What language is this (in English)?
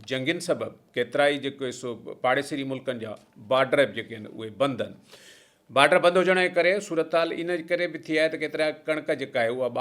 Sindhi